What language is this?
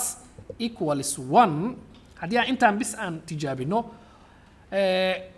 Somali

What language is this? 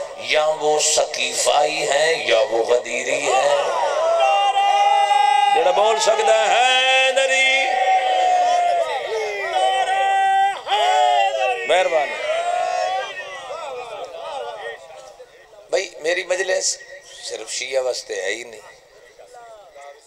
Urdu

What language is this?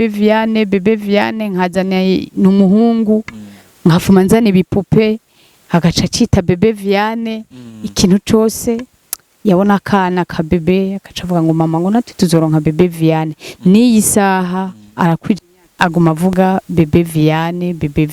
Rundi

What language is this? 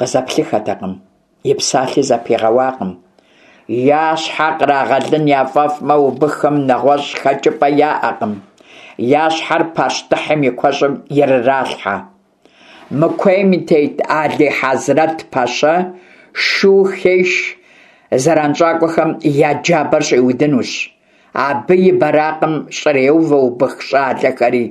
Kabardian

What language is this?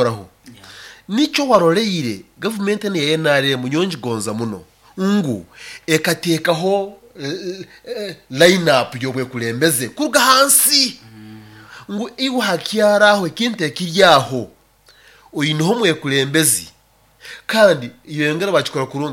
Nyoro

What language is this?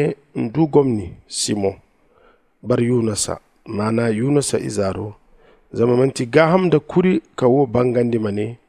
Zarma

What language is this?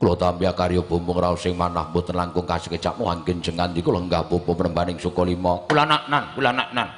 Javanese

